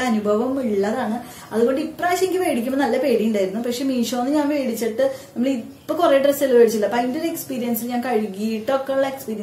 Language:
Malayalam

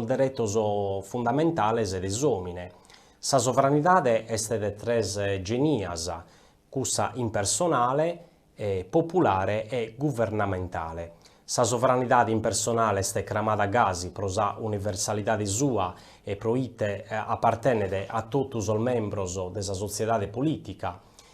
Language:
Sardinian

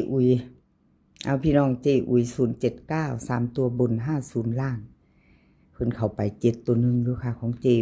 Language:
Northeastern Thai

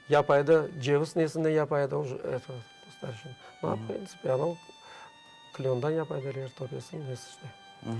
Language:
Crimean Tatar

